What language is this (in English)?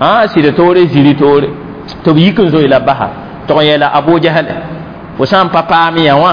Mossi